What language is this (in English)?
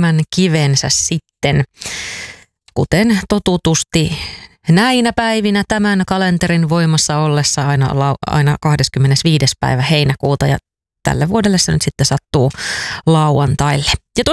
Finnish